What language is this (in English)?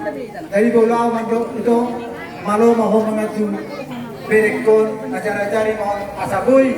Batak Toba